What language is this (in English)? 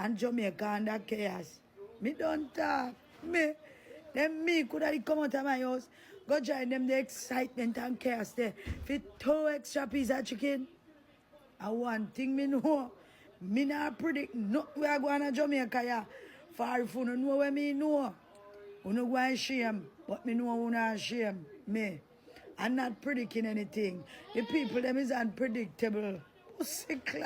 Jamaican Creole English